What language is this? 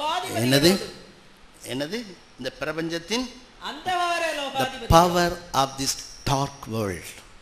Tamil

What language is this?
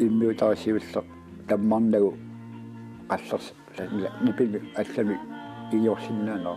Kalaallisut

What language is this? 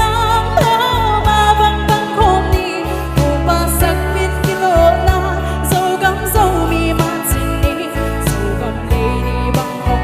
Tedim Chin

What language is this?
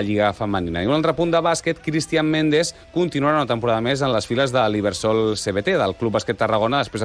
Catalan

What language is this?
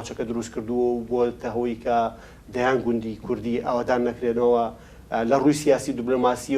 Central Kurdish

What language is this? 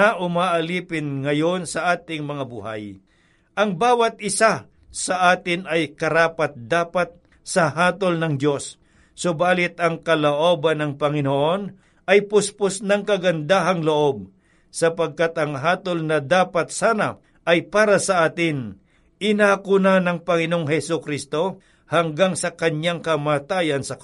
Filipino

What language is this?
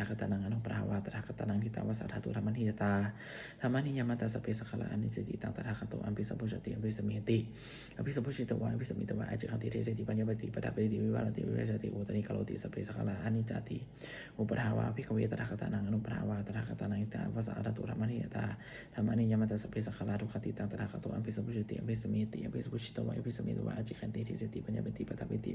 Pali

